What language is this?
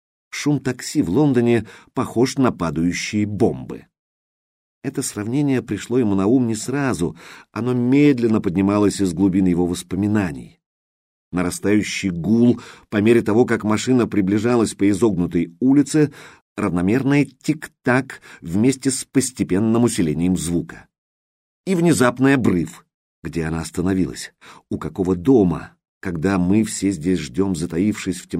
Russian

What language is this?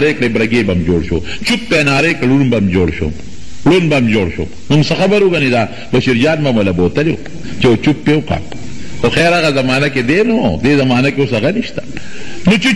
Pashto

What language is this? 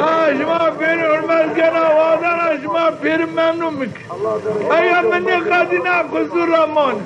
Zaza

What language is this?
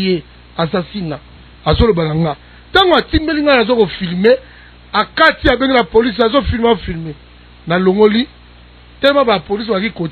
Lingala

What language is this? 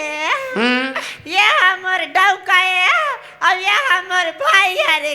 Chhattisgarhi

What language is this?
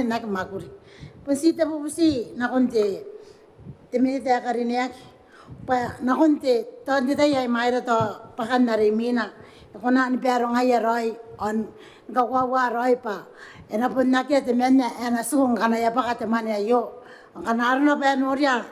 Gilbertese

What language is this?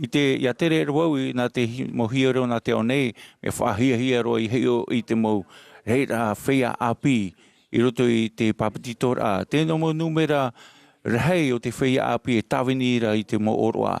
Tahitian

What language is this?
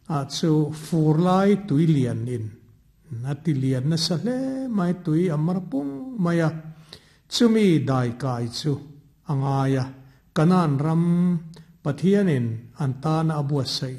Mizo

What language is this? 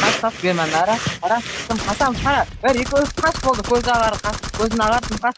Kara-Kalpak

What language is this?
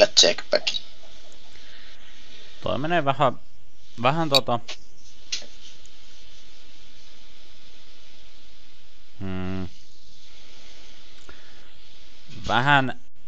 Finnish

